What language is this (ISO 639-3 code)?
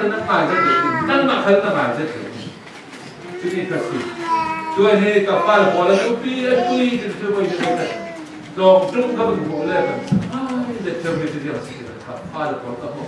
cfm